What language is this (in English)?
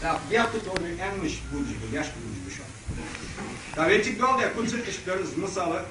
Ingush